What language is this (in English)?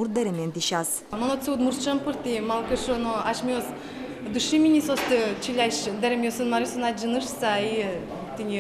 Udmurt